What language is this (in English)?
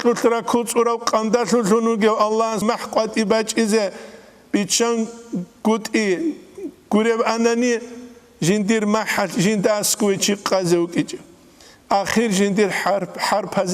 Avaric